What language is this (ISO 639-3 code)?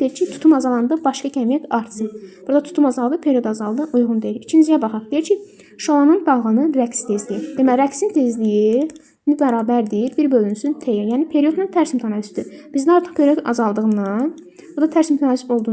aze